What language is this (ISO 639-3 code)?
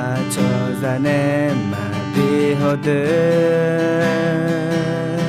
ahk